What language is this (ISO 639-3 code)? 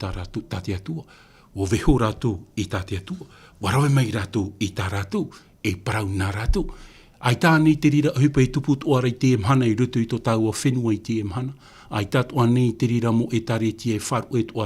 tah